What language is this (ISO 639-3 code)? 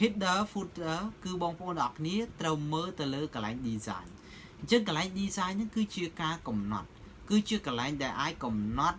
khm